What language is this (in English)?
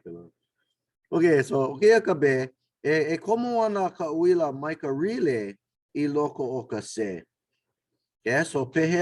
Hawaiian